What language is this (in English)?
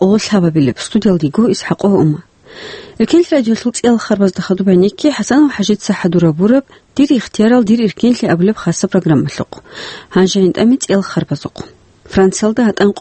Avaric